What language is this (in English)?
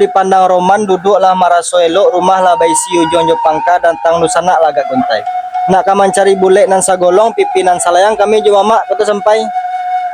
Minangkabau